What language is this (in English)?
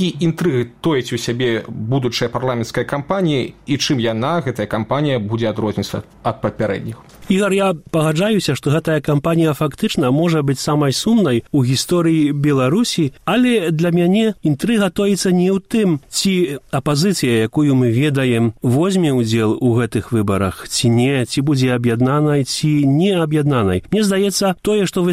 Belarusian